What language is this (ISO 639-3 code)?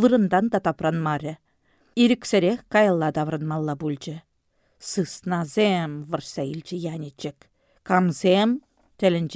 chv